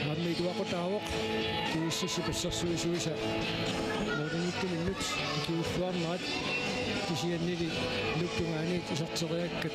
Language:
Kalaallisut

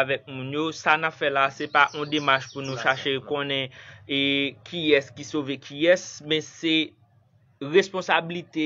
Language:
Haitian Creole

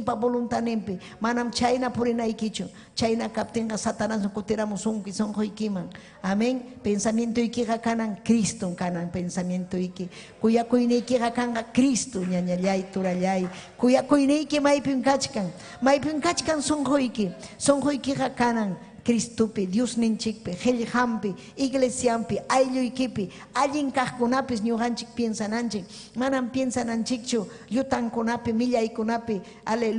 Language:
Ayacucho Quechua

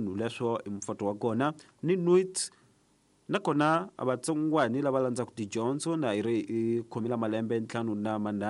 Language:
Tsonga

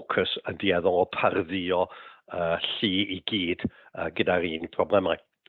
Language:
Welsh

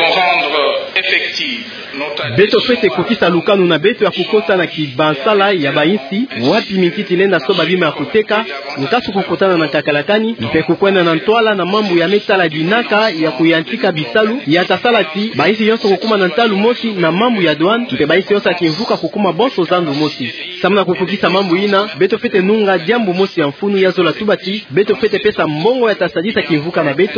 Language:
Kituba (Democratic Republic of Congo)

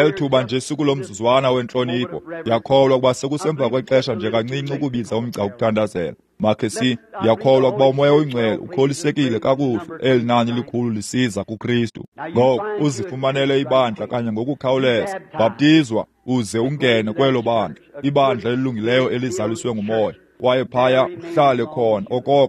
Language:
Xhosa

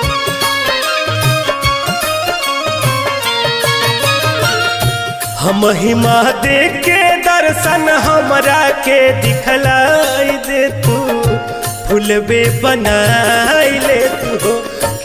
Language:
Bhojpuri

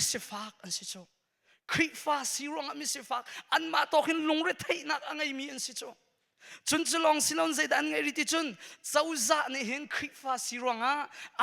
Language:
Hakha Chin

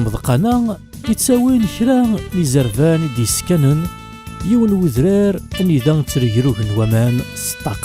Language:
Kabyle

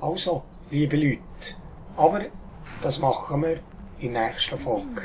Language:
Swiss German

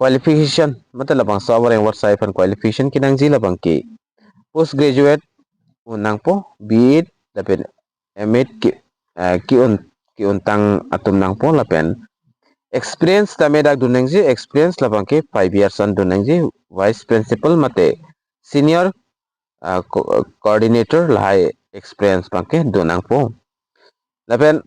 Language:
Karbi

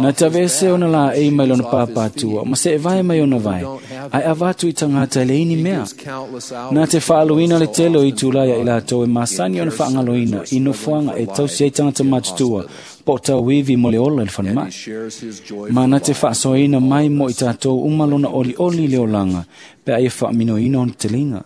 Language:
Samoan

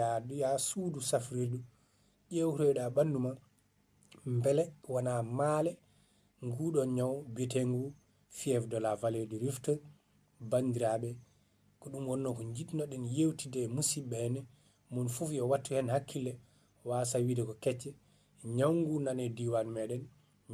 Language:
Fula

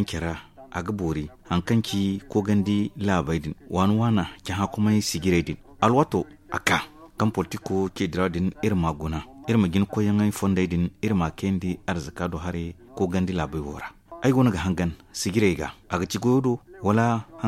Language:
Zarma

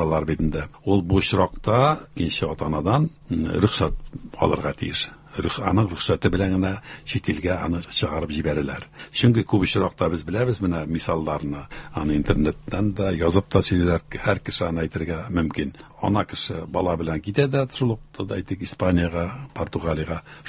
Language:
Tatar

